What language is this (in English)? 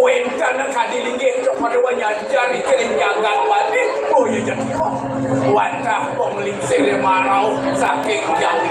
Balinese